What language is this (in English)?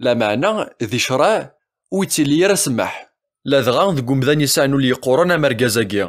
Kabyle